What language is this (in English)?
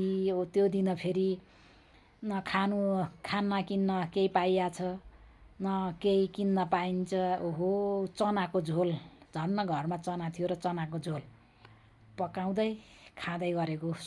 Nepali